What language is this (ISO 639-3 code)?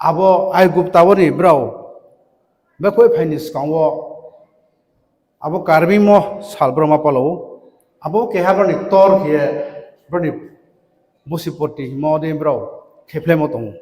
ria